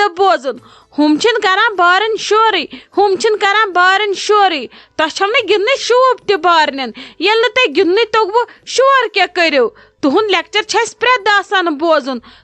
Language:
Kashmiri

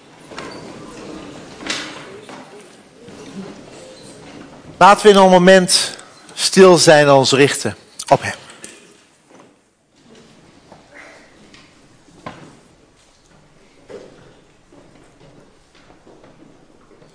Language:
Dutch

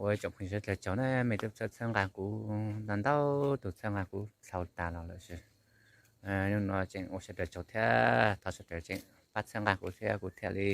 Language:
Hmong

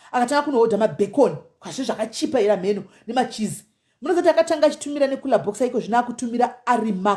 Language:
Shona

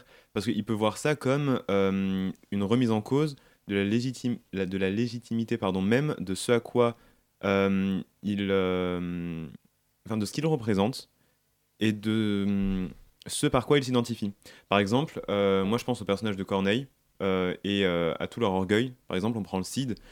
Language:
French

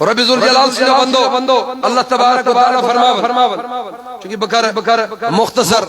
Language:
Kashmiri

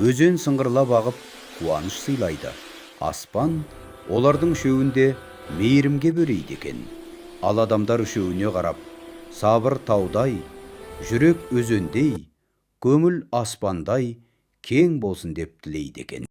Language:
Kazakh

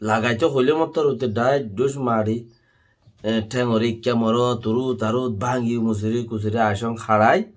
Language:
Rohingya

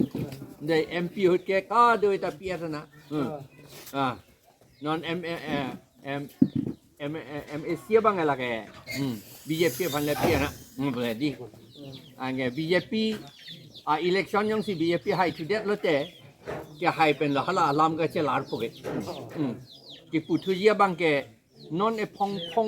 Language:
Karbi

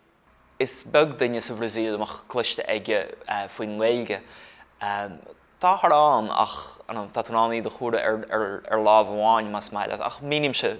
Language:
Irish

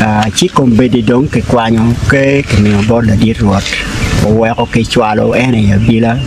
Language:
Acoli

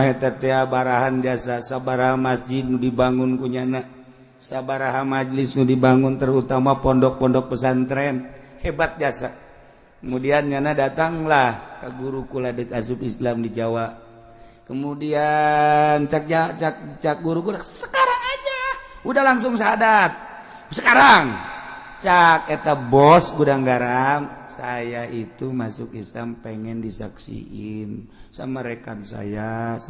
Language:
Sundanese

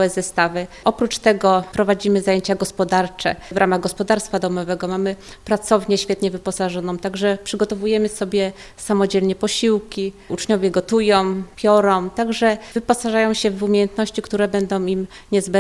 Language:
Polish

